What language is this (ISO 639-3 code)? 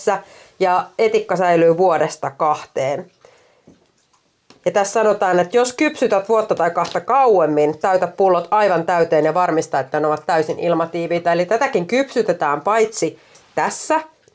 fin